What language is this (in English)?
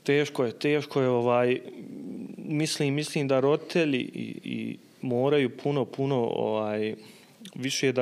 Bosnian